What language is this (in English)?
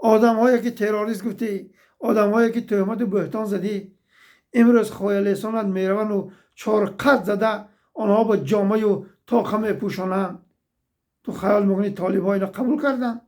Tajik